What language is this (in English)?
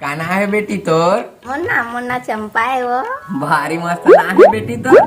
Chhattisgarhi